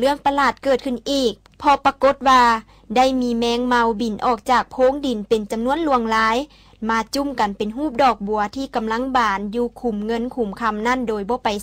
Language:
Lao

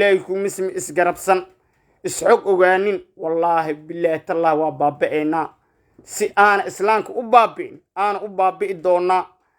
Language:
Somali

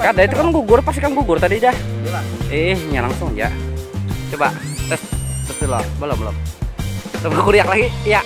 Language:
Banjar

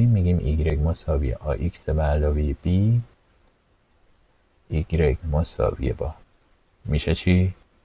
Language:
Persian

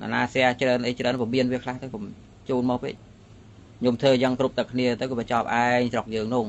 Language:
Khmer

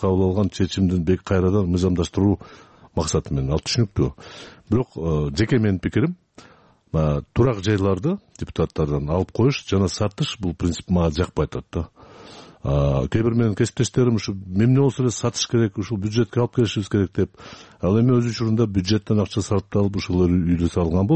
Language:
Kyrgyz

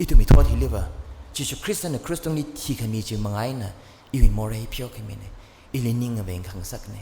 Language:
Tangkhul Naga (India)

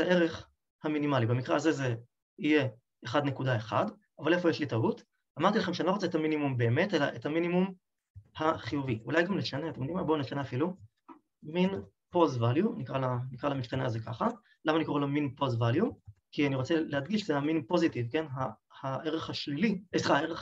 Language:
Hebrew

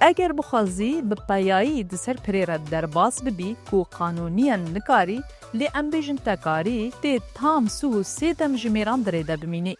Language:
Kurdish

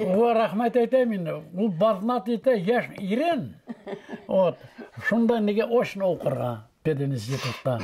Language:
Bashkir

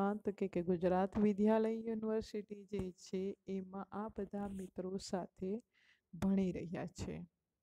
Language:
Gujarati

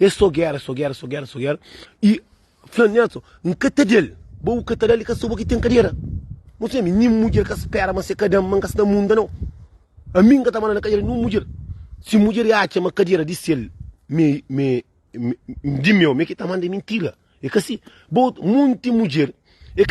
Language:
Kabuverdianu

